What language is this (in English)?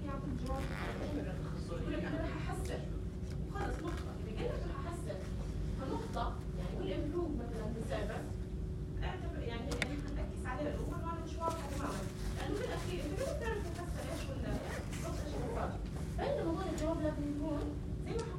North Levantine Arabic